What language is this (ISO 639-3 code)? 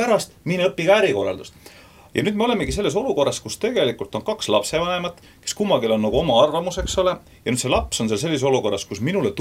est